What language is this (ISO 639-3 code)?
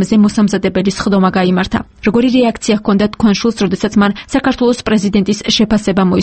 kat